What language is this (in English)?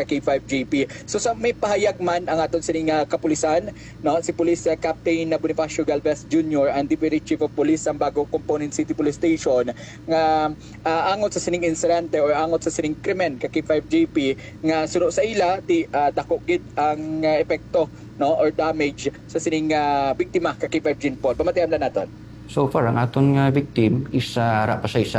Hiligaynon